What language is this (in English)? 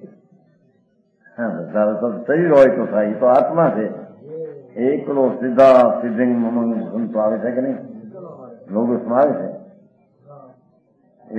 Gujarati